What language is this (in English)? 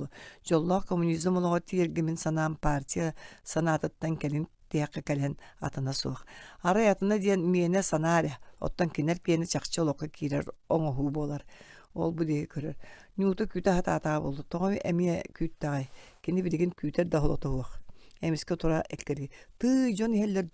Yakut